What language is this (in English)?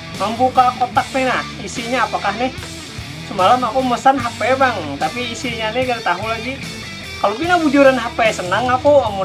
Banjar